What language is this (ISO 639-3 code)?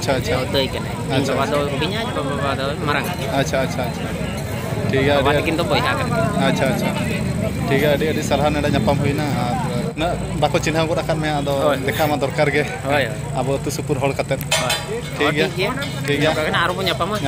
sat